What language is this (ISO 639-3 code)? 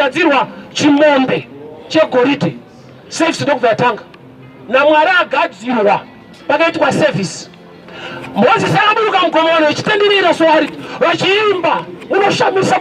sna